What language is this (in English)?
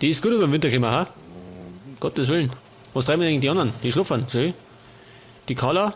Bavarian